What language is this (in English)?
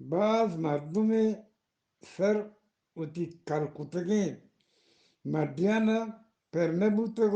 Eastern Balochi